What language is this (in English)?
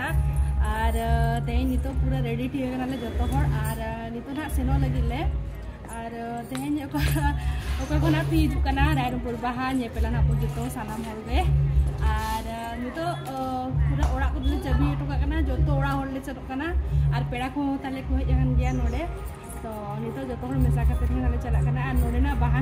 Santali